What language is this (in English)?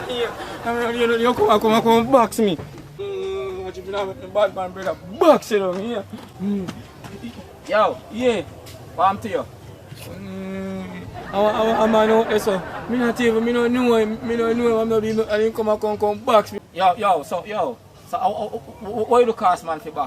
Jamaican Creole English